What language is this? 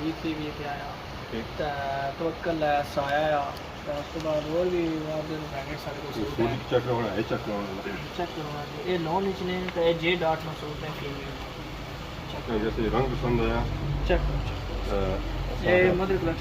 Pahari-Potwari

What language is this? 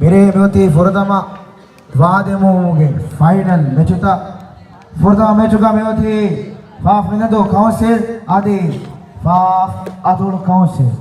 Divehi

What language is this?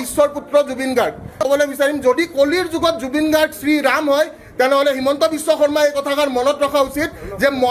Assamese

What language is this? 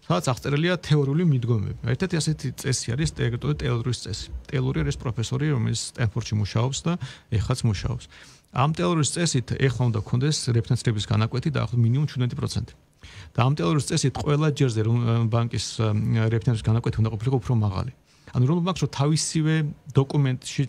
Georgian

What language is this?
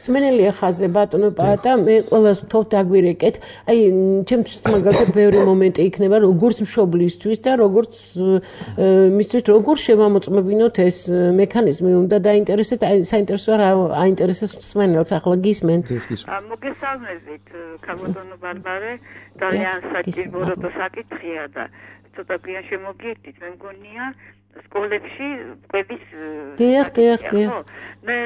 Georgian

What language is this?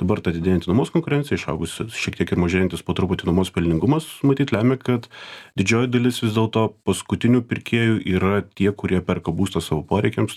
Lithuanian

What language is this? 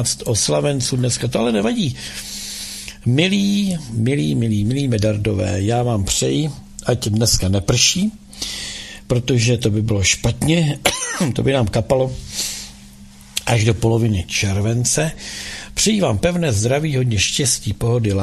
Czech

